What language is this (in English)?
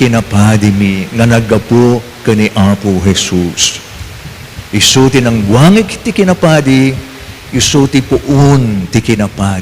Iloko